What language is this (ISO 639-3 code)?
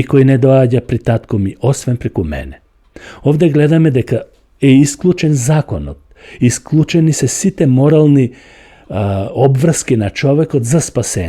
mkd